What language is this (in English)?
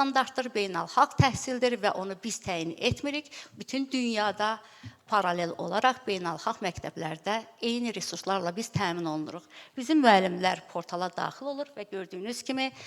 Azerbaijani